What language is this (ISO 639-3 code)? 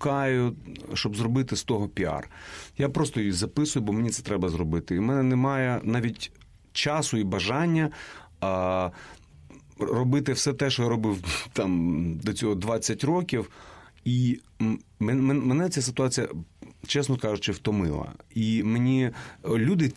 ukr